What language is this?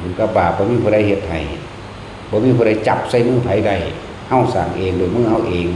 Northeastern Thai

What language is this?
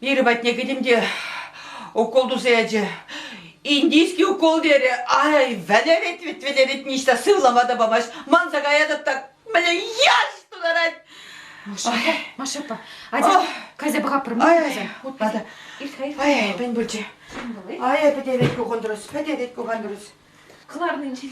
Chuvash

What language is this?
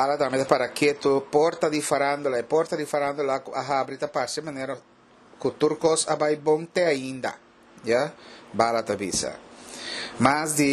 Papiamento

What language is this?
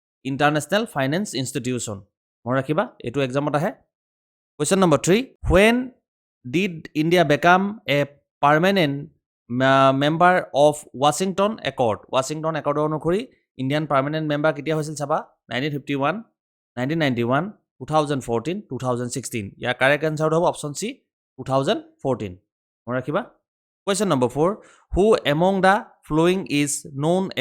Assamese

